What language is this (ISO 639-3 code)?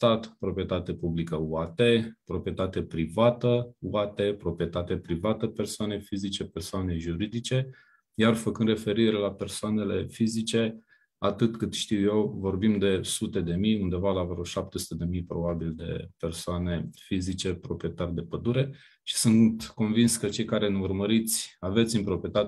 ron